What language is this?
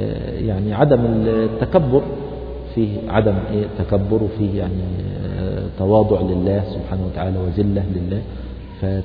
Arabic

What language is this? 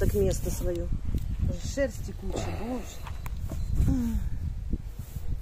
Ukrainian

